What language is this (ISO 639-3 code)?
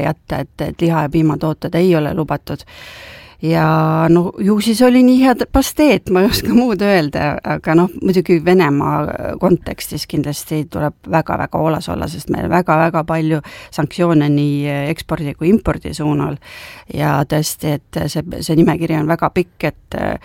est